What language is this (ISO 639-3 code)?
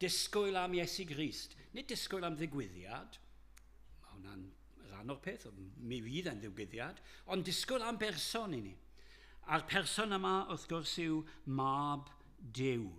cym